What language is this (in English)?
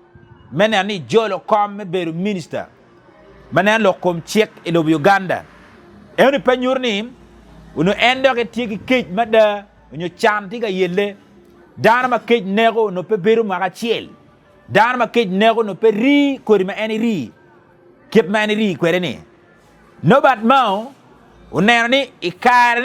Acoli